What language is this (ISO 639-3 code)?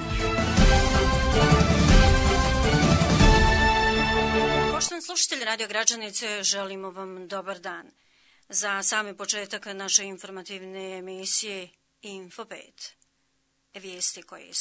bos